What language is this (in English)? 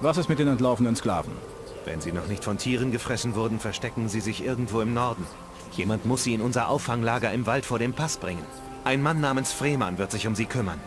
Bavarian